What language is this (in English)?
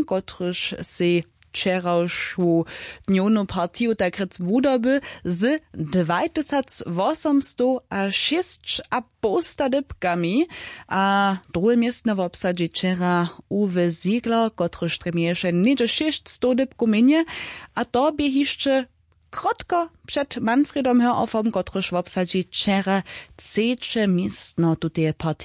Upper Sorbian